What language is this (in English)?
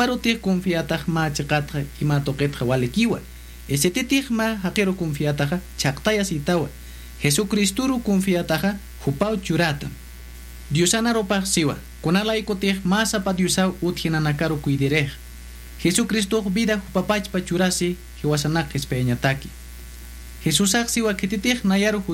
Aymara